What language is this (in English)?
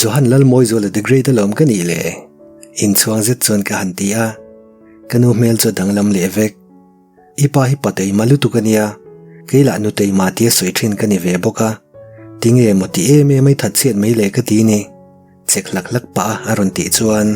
Mizo